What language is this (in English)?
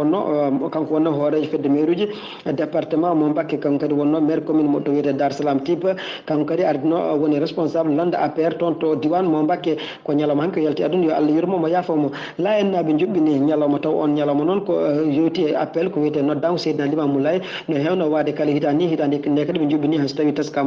Fula